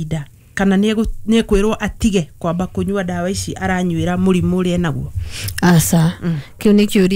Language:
Kikuyu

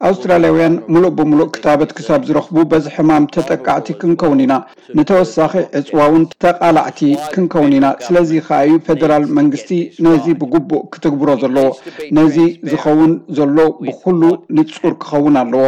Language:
Tigrinya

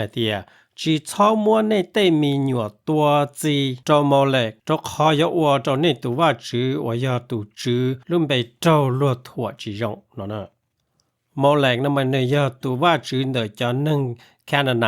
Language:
Hmong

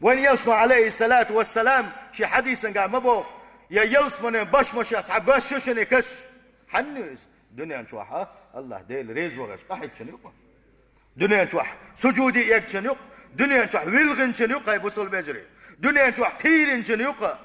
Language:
Chechen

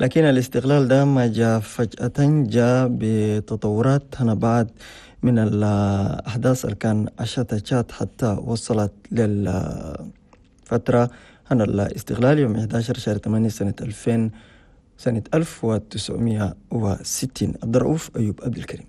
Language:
Chadian Arabic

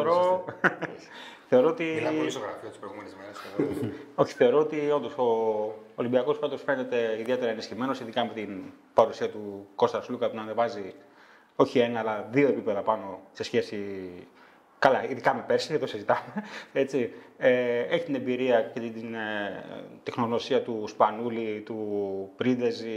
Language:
Greek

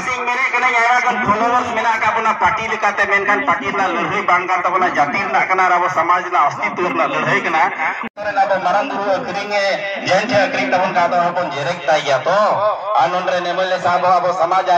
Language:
Santali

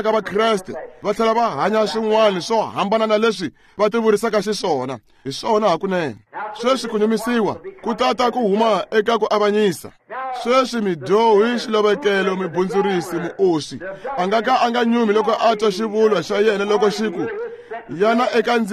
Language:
Tsonga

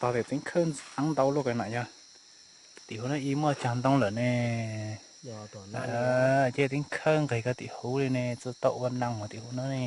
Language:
Hmong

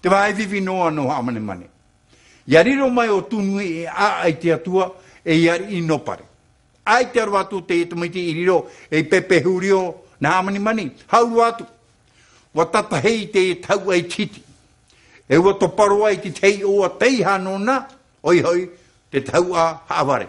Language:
Tahitian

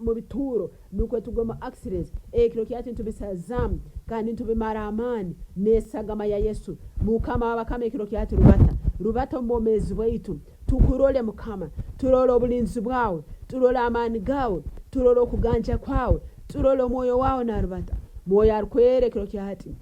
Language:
Nyankole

